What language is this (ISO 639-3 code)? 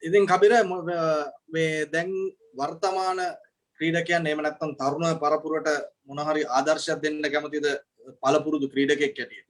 sin